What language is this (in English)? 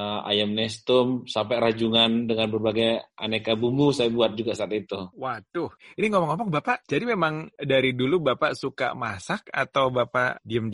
Indonesian